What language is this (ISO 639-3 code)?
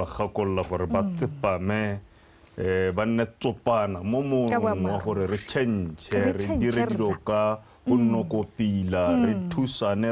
tsn